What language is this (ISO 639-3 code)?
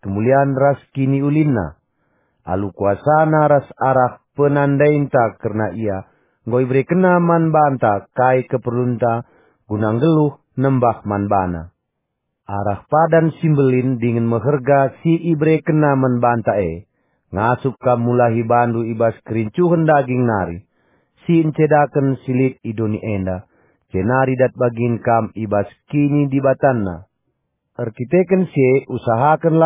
btx